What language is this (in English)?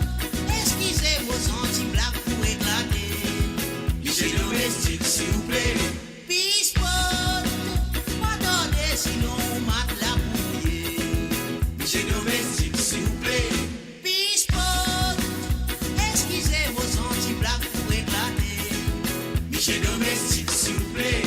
Morisyen